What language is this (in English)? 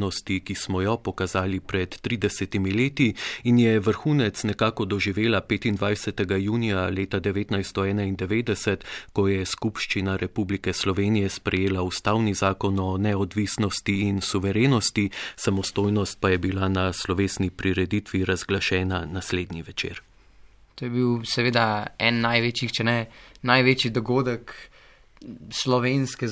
Slovenian